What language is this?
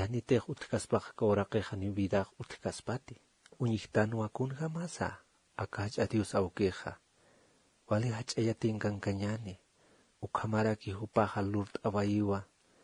Aymara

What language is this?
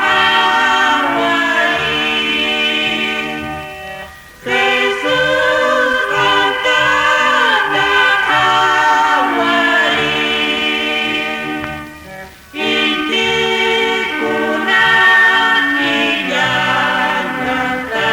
Quechua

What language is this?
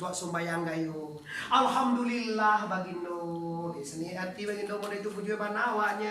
Minangkabau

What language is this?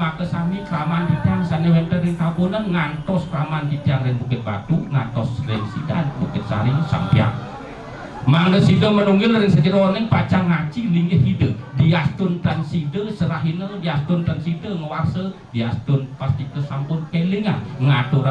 Balinese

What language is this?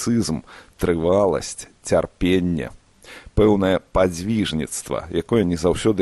Belarusian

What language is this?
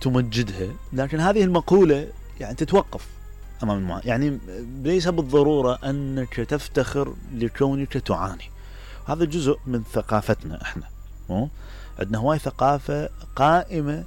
Mesopotamian Arabic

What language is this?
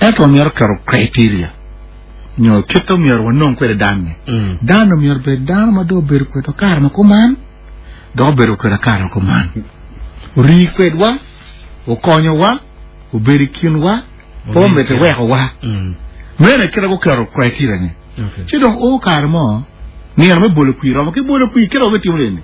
Acoli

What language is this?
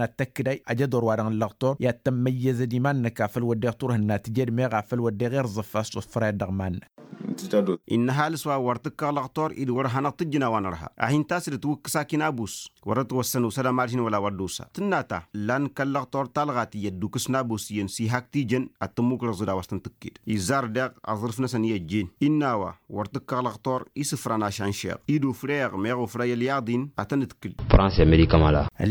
Tamasheq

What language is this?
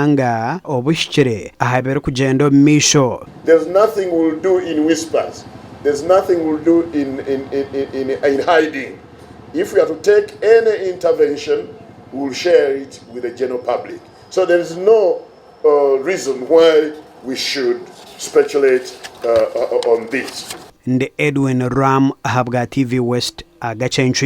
Nyankole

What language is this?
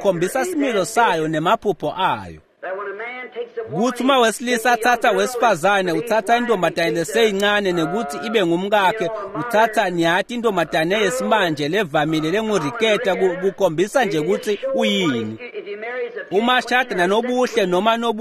Swati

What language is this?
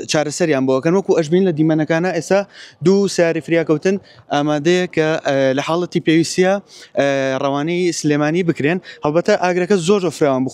Central Kurdish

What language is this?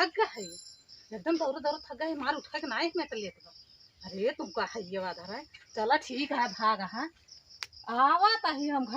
Awadhi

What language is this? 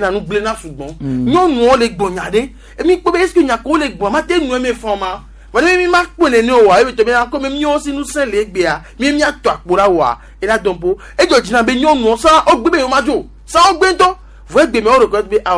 Gen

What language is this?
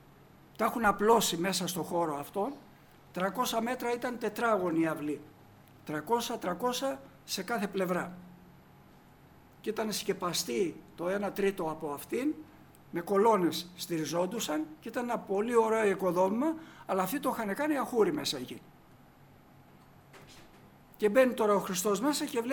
Greek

